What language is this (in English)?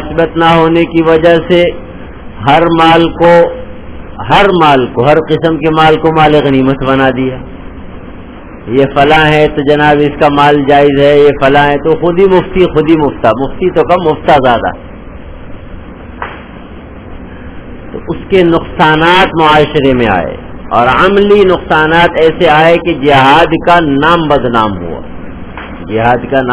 Urdu